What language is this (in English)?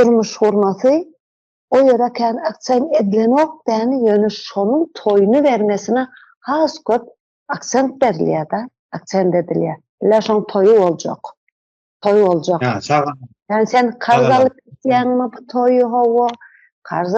Turkmen